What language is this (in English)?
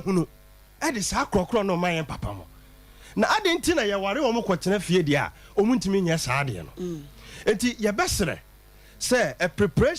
Akan